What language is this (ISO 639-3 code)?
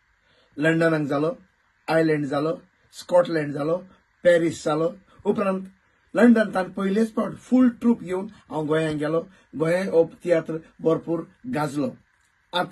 kok